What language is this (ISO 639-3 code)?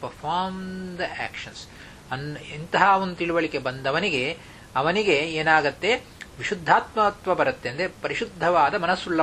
kan